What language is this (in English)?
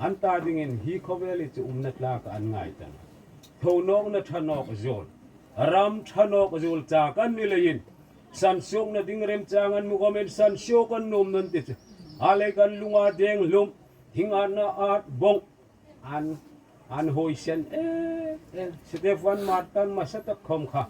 Hmar